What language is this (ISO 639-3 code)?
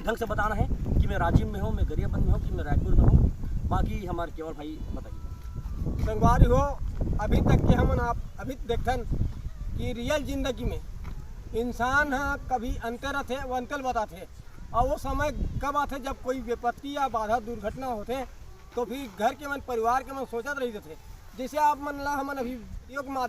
hne